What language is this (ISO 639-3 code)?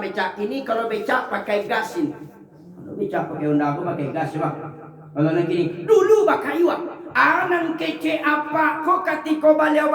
min